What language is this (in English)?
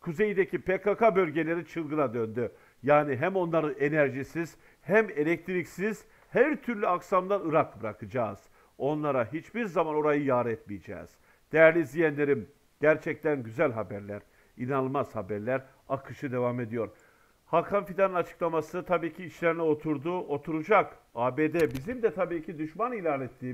Turkish